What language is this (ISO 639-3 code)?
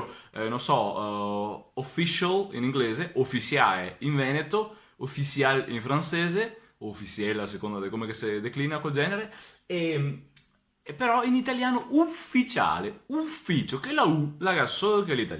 vec